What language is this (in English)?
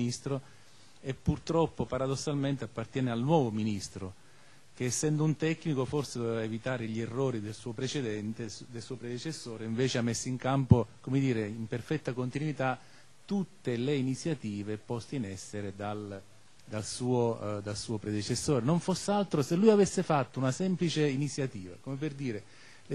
Italian